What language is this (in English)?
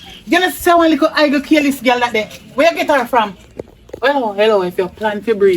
Jamaican Creole English